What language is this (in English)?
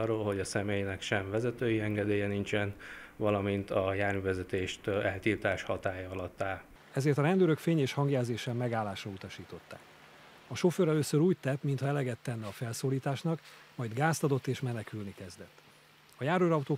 Hungarian